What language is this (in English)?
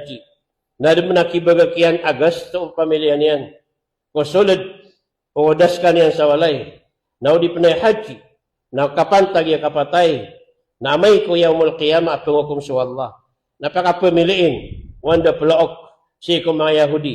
Maranao